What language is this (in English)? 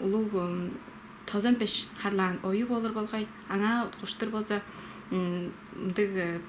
Tuvinian